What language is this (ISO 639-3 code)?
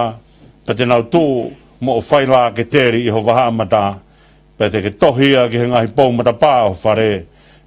ton